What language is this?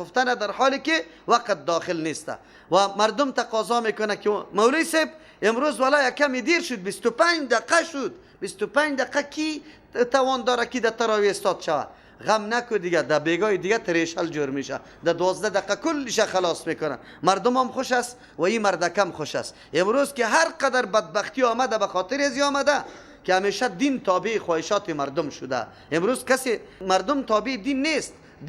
Persian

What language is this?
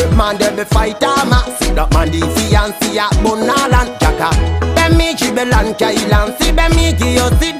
Fula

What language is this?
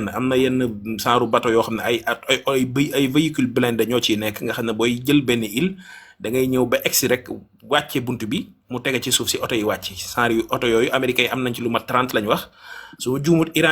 Wolof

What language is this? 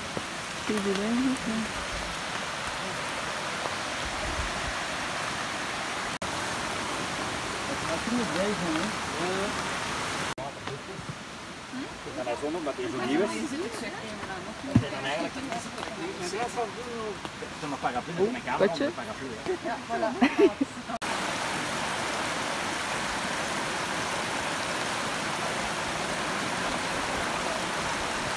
Dutch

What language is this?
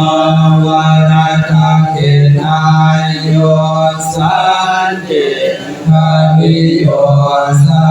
Pali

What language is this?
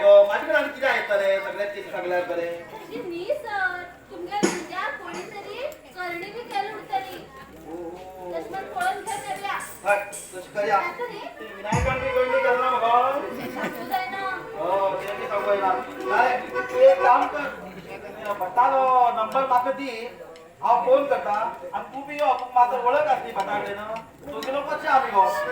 Konkani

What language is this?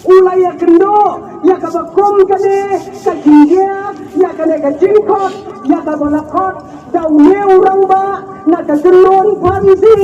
Khasi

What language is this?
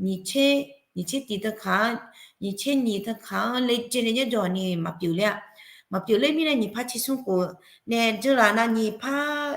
Akha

